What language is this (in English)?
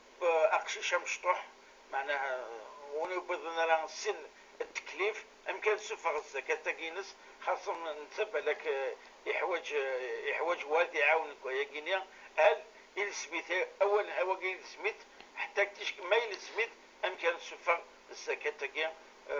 Kabyle